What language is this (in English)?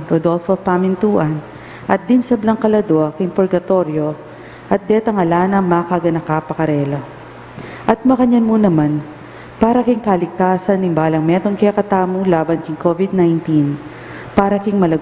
Pampanga